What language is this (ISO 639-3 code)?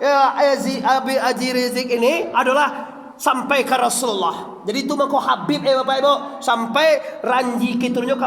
min